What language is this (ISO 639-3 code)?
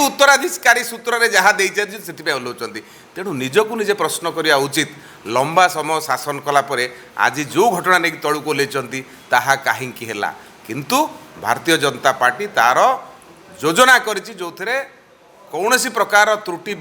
ori